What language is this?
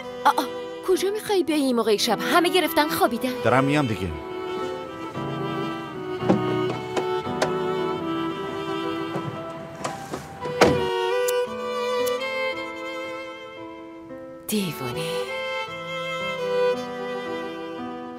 Persian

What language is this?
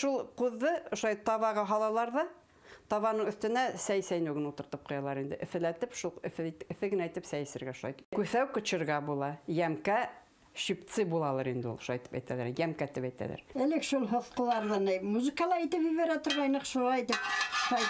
Bashkir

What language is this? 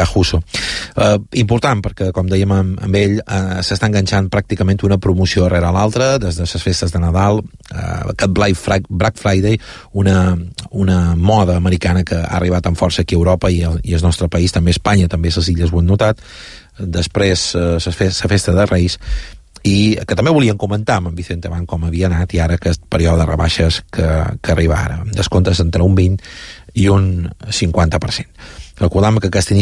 Catalan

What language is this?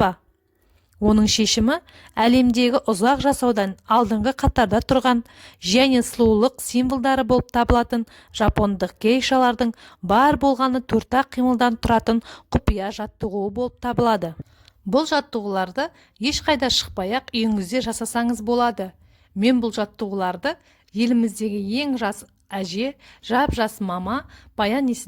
Kazakh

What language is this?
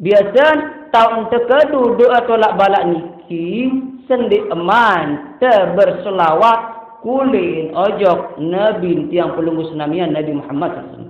Sasak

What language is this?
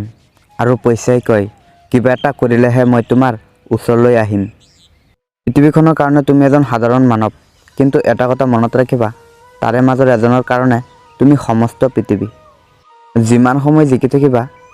Assamese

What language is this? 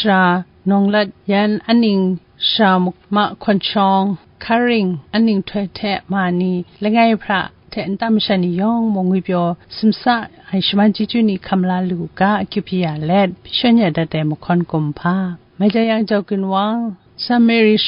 Kachin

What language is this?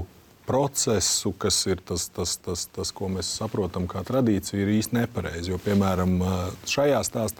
Latvian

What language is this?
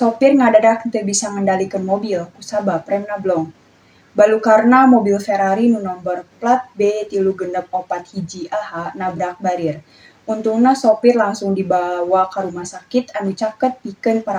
Sundanese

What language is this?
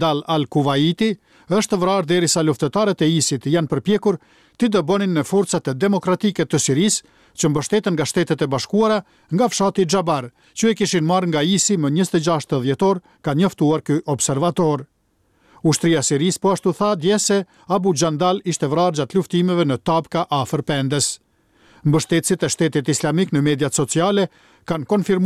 Albanian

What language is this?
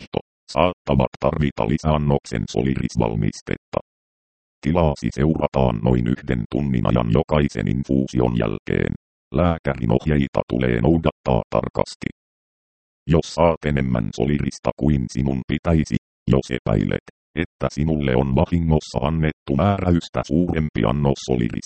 Finnish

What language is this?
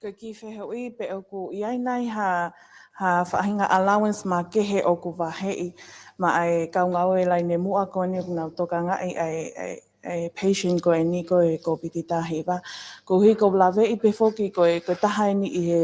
Tongan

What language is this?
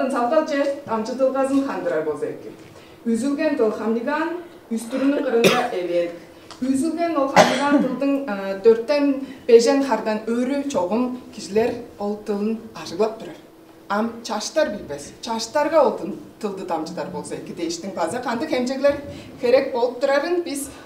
Tuvinian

